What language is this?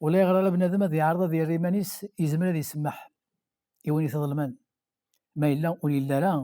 Kabyle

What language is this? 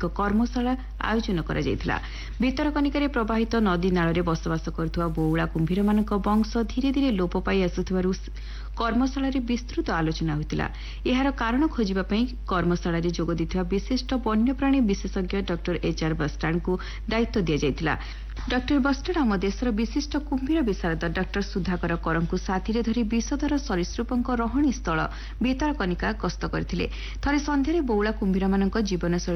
Odia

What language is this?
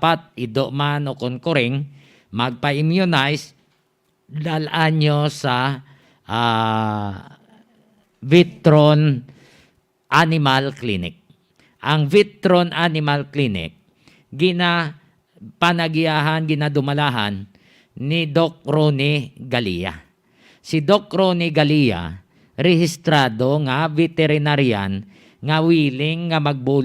Hiligaynon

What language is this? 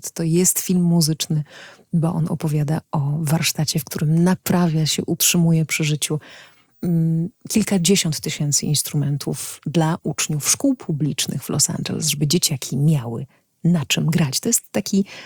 Polish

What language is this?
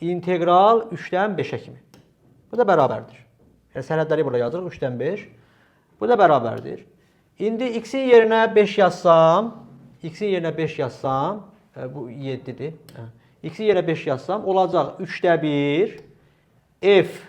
Azerbaijani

